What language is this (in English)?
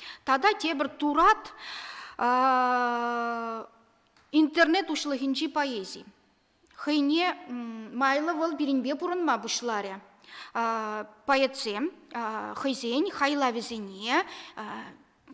Chuvash